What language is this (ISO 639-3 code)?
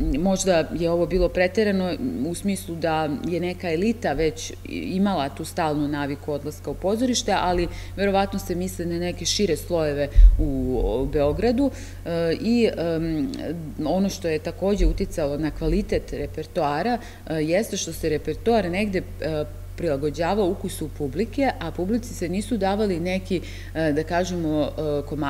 srp